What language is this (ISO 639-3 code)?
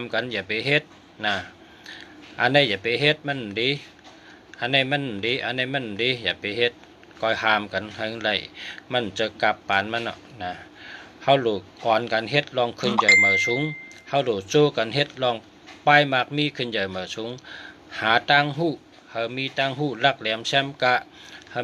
shn